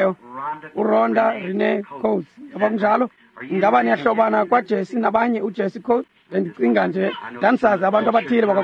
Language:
Xhosa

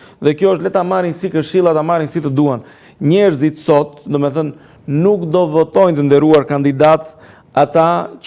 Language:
Albanian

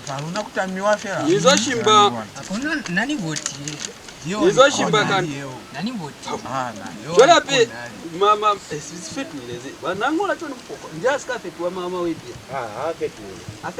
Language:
Lozi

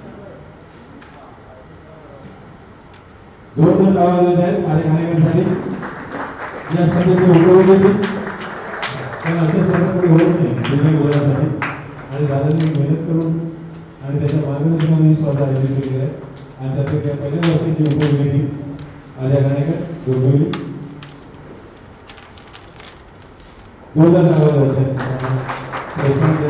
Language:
Marathi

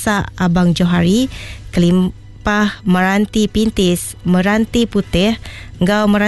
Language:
Iban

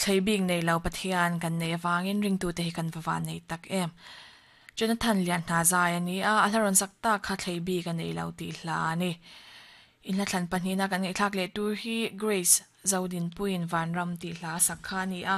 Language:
Mizo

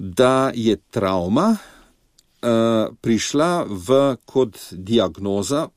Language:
Slovenian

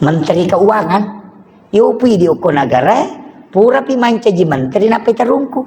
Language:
Buginese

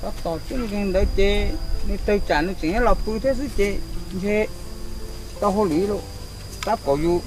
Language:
Hmong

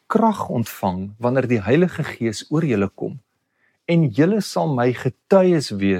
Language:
Afrikaans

